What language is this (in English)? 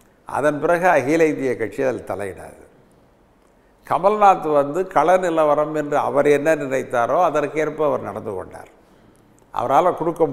Tamil